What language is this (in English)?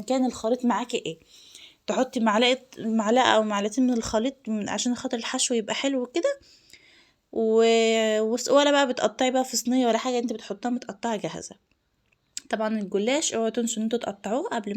Egyptian Arabic